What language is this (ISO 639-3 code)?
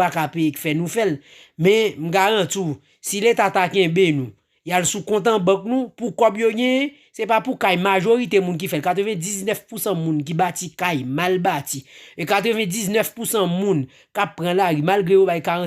hat